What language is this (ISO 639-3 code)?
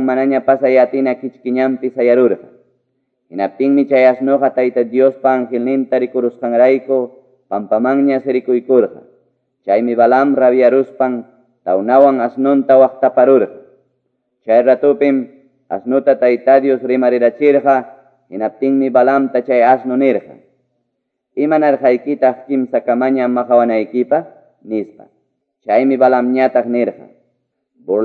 que